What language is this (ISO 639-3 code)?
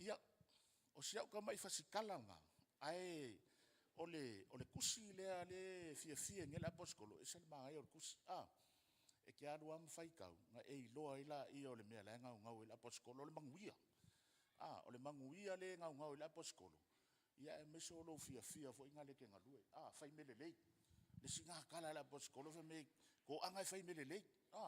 smo